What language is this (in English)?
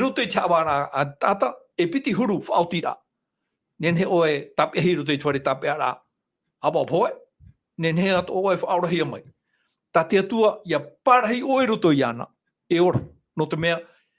Tahitian